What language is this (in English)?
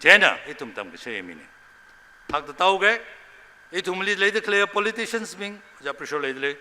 Tangkhul Naga (India)